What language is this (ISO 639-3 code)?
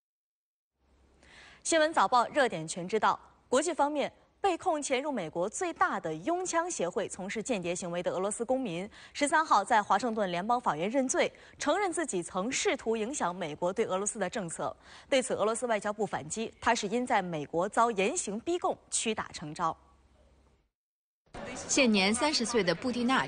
zho